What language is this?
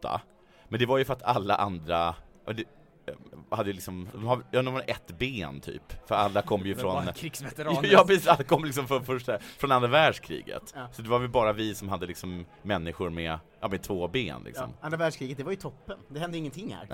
Swedish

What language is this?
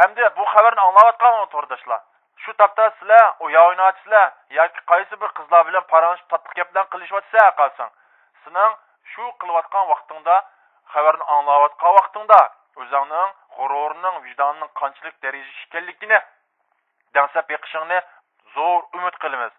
Uyghur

